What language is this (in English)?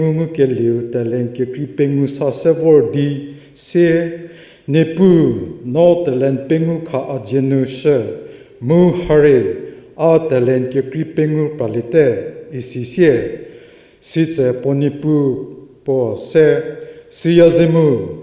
Angami Naga